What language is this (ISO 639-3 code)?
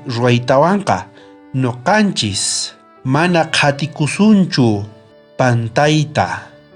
quh